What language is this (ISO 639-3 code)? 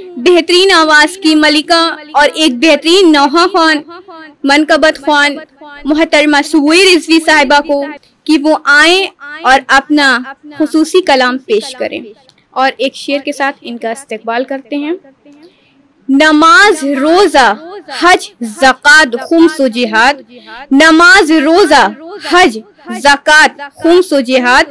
urd